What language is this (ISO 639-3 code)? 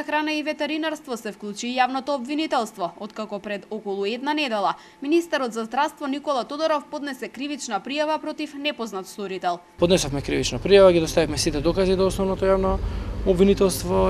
mkd